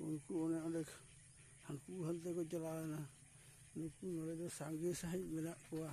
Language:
Santali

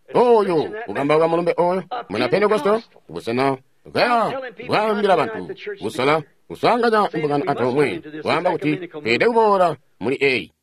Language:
Tonga (Zambia)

